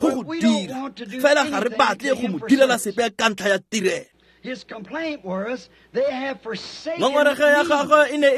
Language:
Tswana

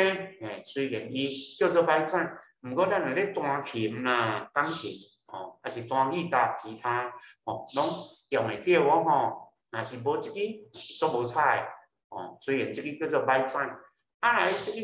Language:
Min Nan Chinese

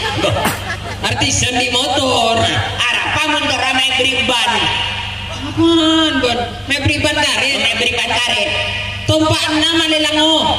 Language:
Madurese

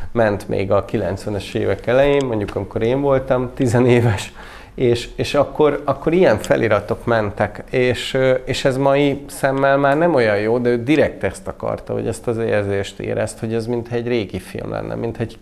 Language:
Hungarian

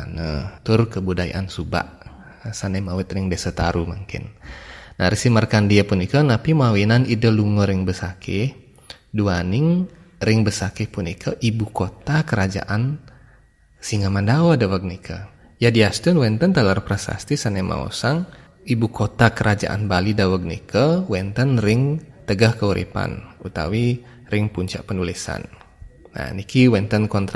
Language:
Balinese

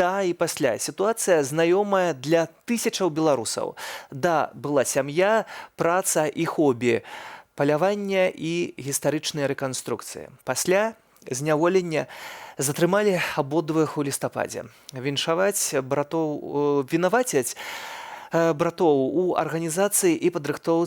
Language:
Belarusian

